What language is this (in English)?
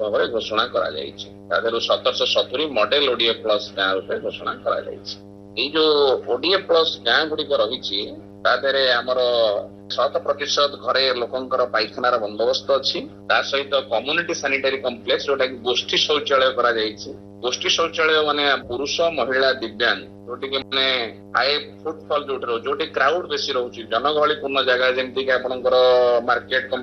Odia